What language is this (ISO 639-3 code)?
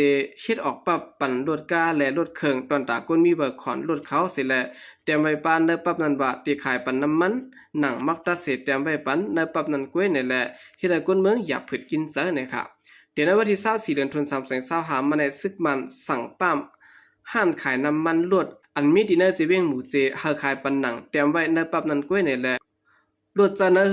shn